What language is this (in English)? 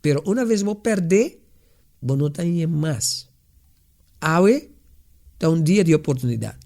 Papiamento